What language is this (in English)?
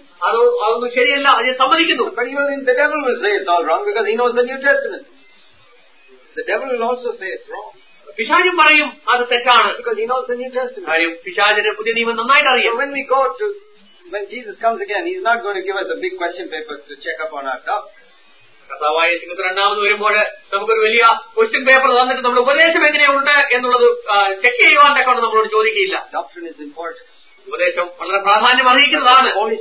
Malayalam